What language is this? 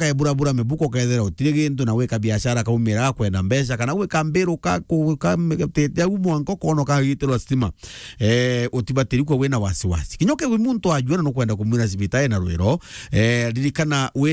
Meru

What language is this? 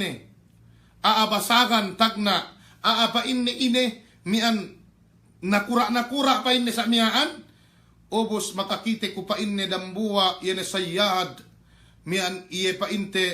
Yakan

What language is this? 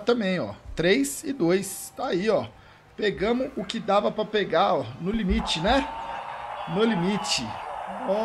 Portuguese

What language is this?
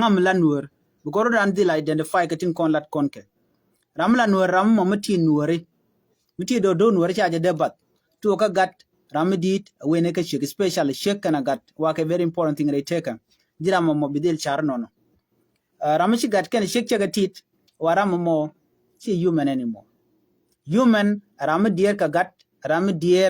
Nuer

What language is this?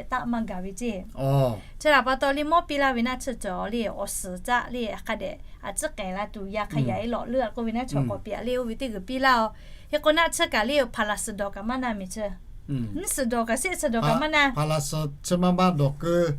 Lahu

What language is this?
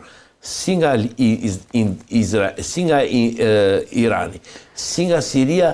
Albanian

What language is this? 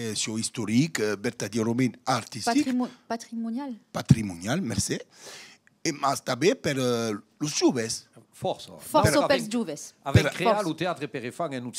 Occitan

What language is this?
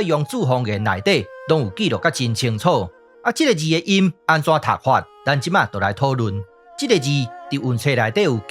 Min Nan Chinese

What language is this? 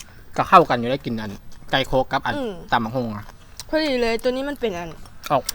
Lao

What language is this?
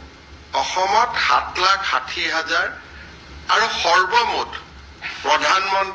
Assamese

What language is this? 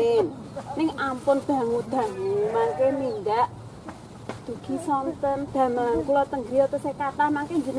Javanese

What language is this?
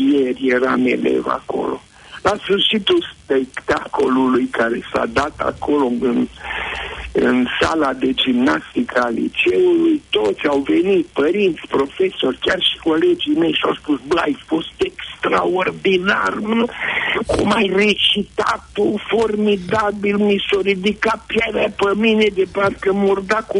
Romanian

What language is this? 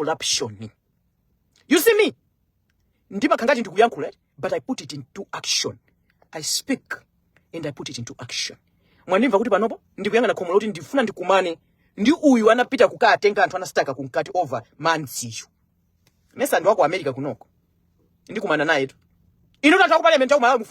Nyanja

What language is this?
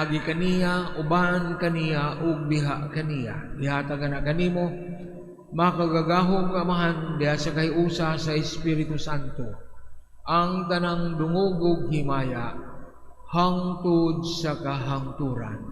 Cebuano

